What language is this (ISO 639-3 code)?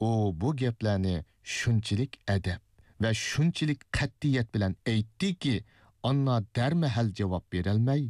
uig